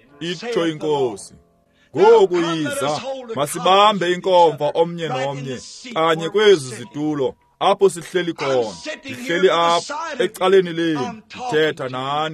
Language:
Xhosa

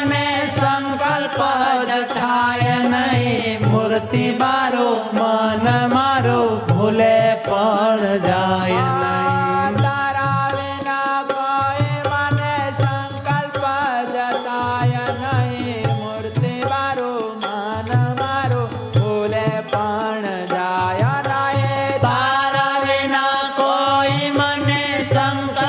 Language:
Gujarati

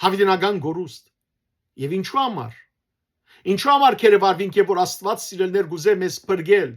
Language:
Western Armenian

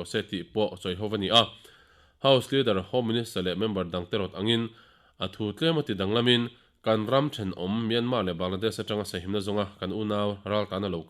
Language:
Mizo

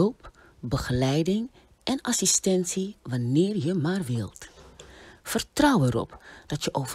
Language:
Dutch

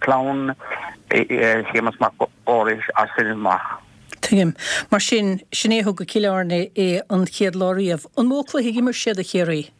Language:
Irish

